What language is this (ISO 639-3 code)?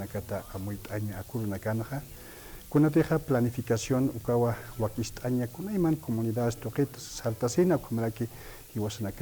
aym